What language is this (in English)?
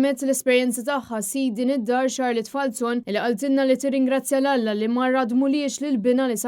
Maltese